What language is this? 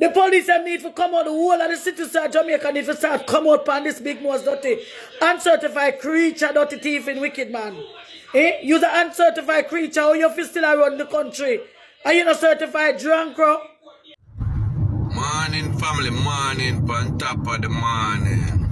Jamaican Creole English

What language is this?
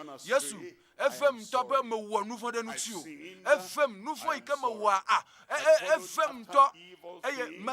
Ewe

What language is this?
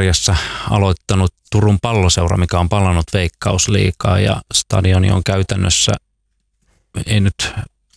Finnish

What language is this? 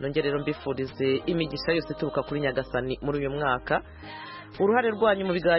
Kinyarwanda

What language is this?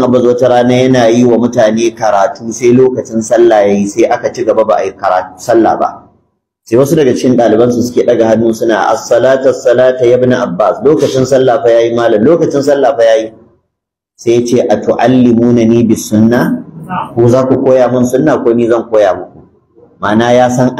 Hausa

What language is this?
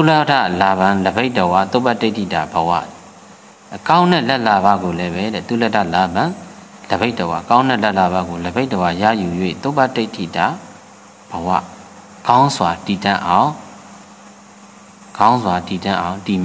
Burmese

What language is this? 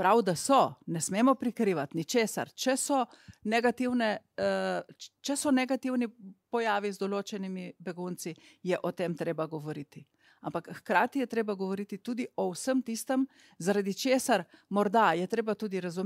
Slovenian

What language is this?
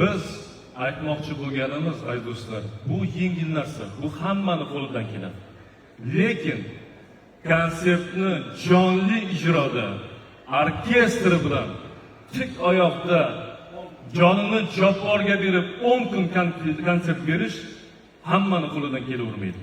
Uzbek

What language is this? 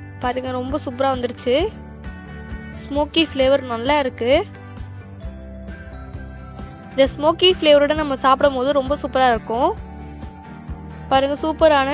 Tamil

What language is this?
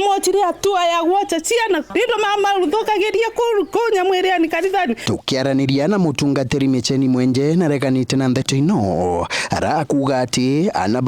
Meru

